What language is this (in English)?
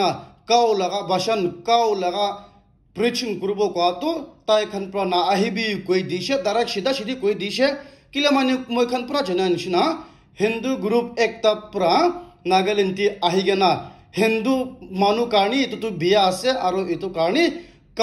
Naga Pidgin